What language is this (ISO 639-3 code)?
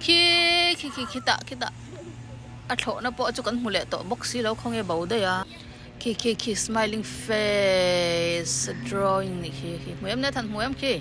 lus